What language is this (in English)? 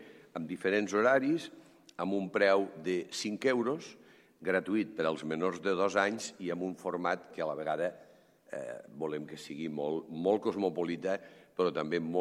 Catalan